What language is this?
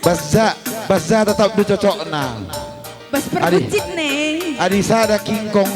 Batak Karo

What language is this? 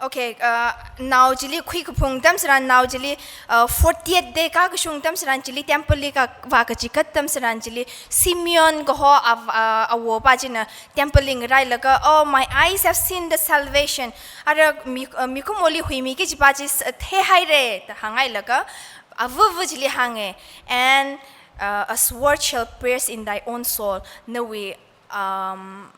Tangkhul Naga (India)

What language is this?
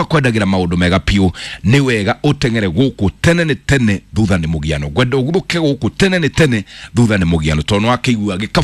Kikuyu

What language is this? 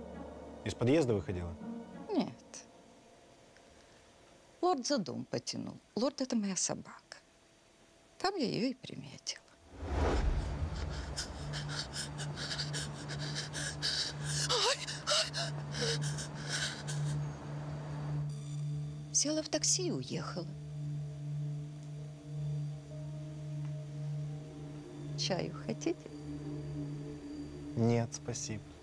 Russian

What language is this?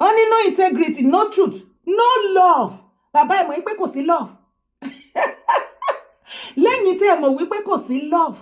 Yoruba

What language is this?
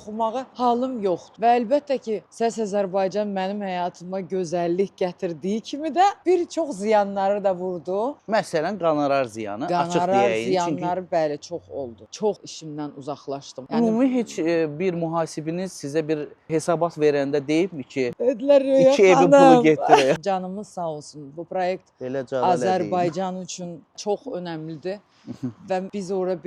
Azerbaijani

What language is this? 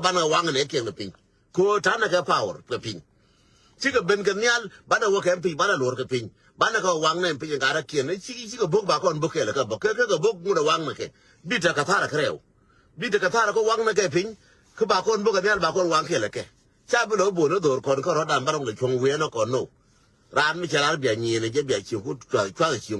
Nuer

